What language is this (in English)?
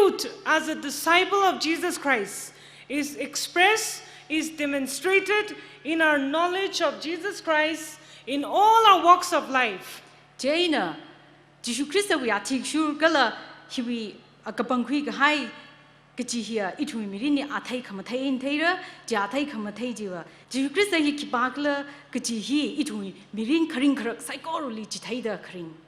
Tangkhul Naga (India)